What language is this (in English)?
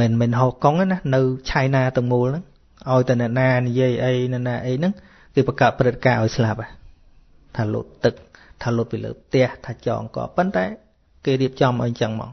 Khmer